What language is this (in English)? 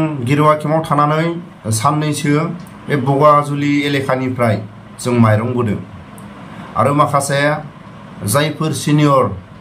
Bodo